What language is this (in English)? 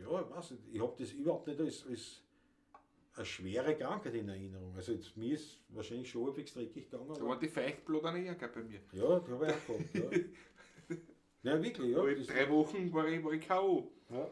Bavarian